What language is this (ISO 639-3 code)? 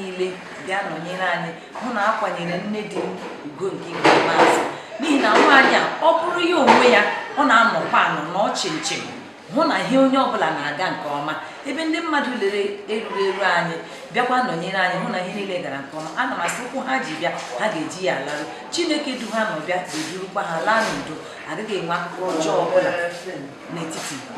ibo